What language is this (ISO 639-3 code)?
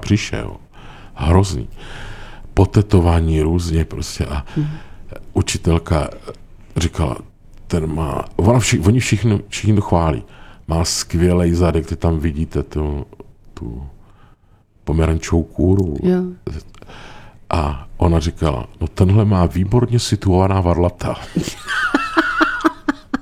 ces